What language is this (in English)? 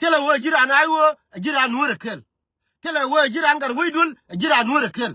Nuer